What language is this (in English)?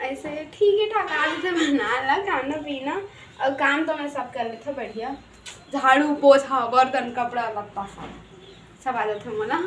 Chhattisgarhi